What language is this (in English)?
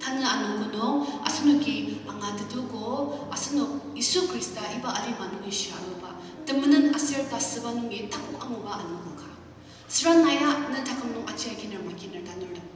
Ao Naga